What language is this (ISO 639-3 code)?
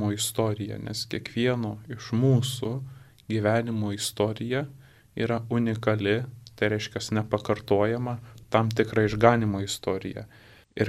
lit